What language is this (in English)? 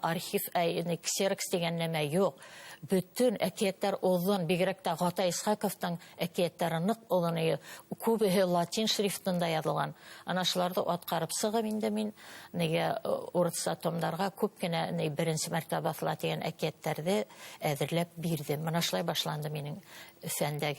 Bashkir